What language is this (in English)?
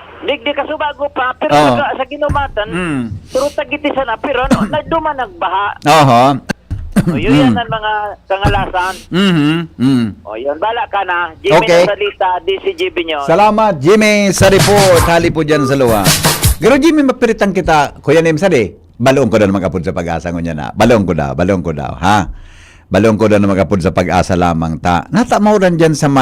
Bikol